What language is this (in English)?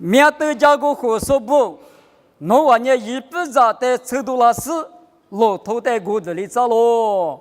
Lisu